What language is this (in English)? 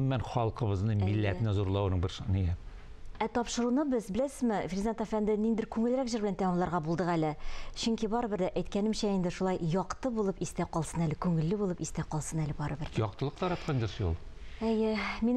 Tatar